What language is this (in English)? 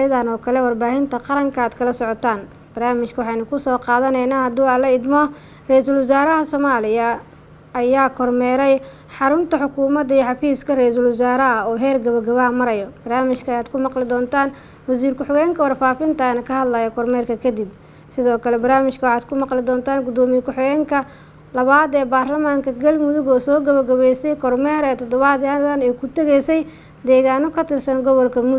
Somali